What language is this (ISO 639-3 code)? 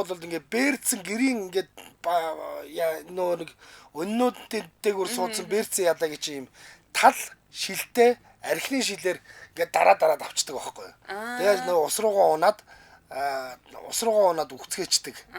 mon